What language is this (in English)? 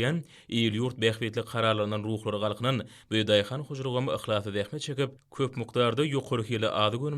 Turkmen